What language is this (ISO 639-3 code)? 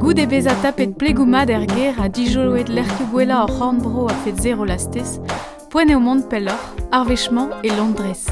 bre